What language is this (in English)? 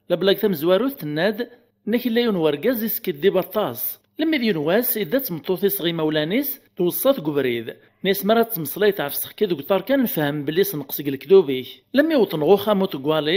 Kabyle